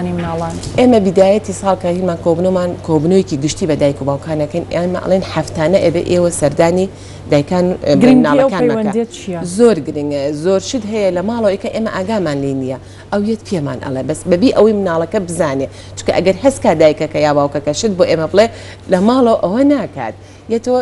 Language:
Central Kurdish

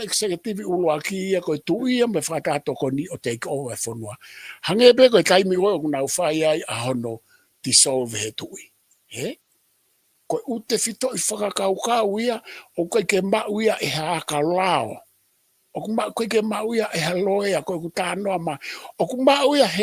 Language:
Tongan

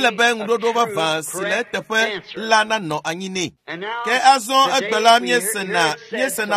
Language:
Ewe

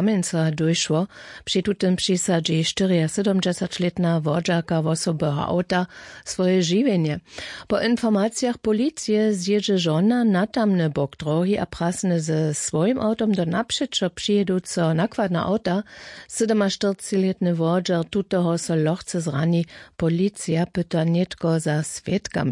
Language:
Upper Sorbian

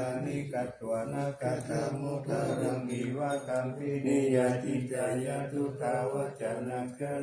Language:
Pali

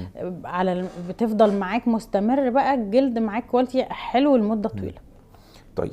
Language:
Egyptian Arabic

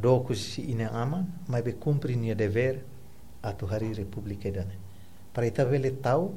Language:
Tetum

